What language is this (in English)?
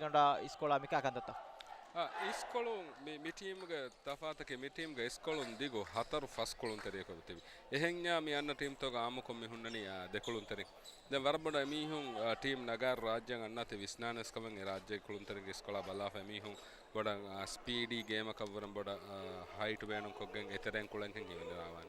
Divehi